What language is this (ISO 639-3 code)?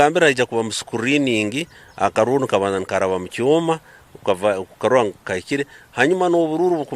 nyn